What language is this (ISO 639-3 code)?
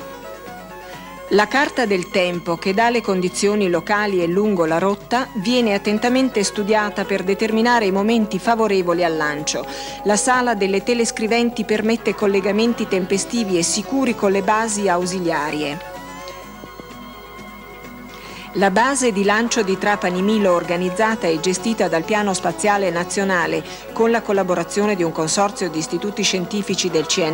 ita